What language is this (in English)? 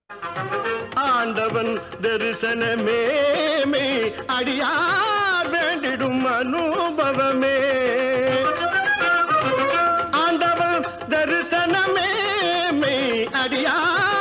Tamil